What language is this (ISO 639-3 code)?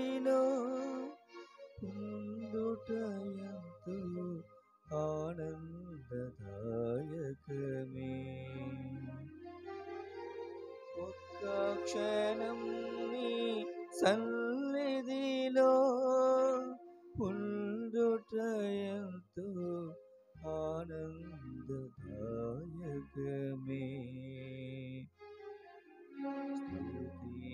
tel